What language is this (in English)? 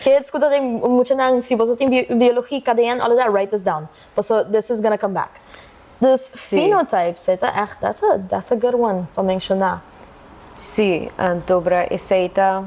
Papiamento